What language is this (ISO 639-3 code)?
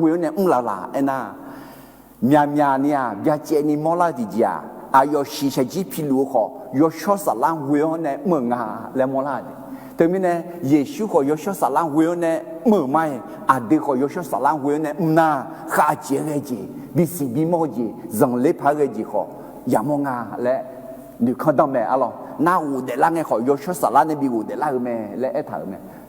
ahk